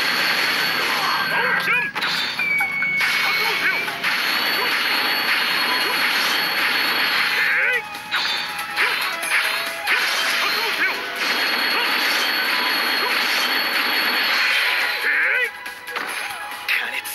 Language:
Japanese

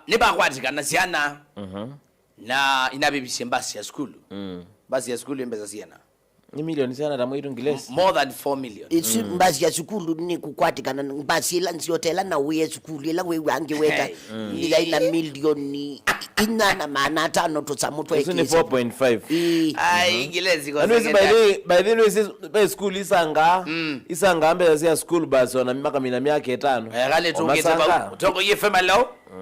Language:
Kamba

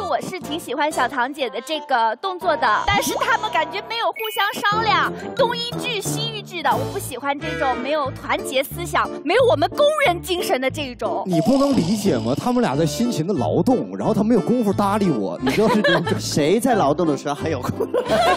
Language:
Chinese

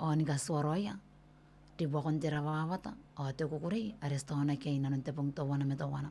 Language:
Gilbertese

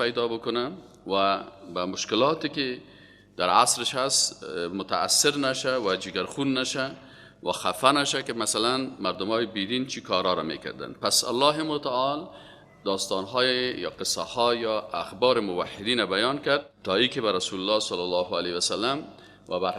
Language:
Persian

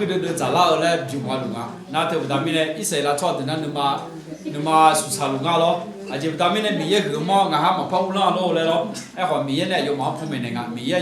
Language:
Akha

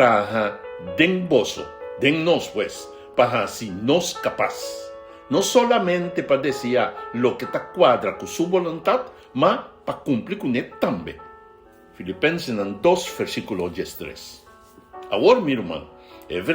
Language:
Papiamento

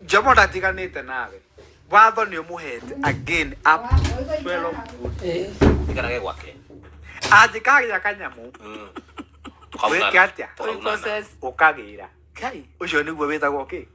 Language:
Kikuyu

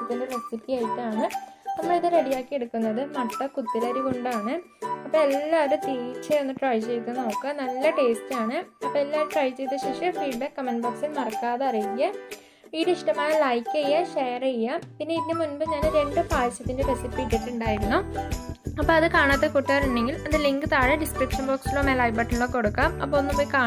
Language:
Malayalam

